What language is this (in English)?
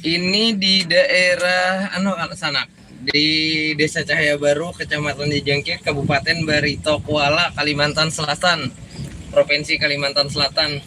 Banjar